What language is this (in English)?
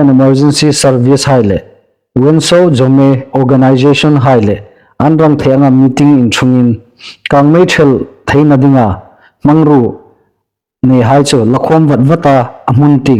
Hmar